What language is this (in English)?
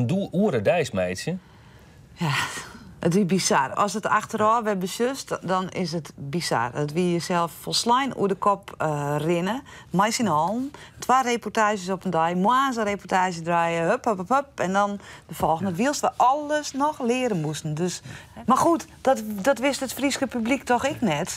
Western Frisian